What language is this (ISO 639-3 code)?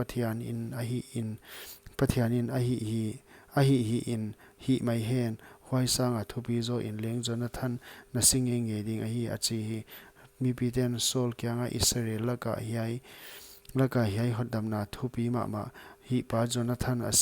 pck